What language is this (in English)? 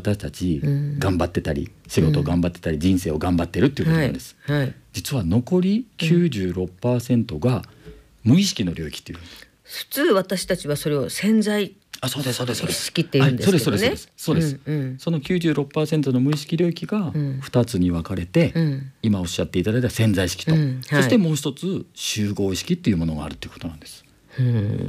Japanese